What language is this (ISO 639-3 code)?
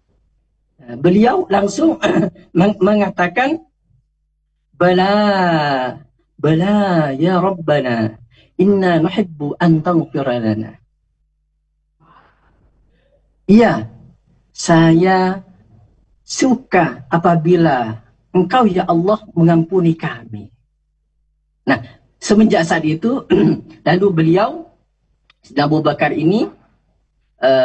ind